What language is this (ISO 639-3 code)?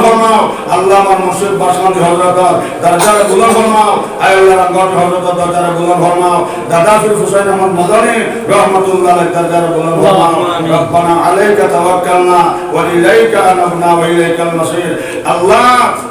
syl